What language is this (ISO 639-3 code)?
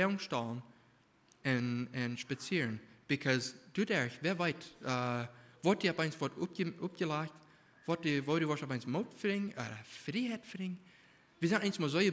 pdt